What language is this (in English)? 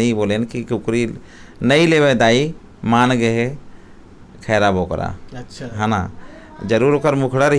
Chhattisgarhi